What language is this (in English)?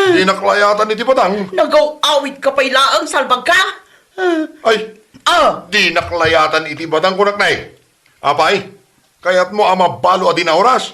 Iloko